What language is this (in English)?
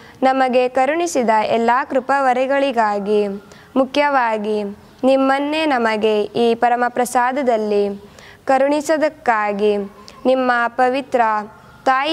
Kannada